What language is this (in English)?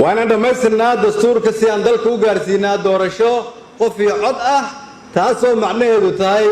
Somali